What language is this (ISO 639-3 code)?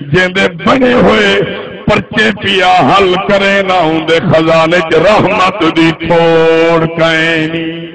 skr